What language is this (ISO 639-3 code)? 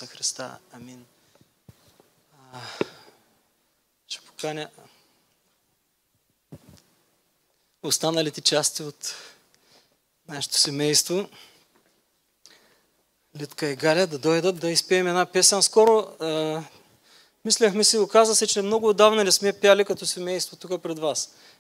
bul